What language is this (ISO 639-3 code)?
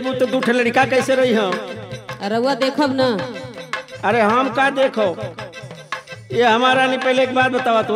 bho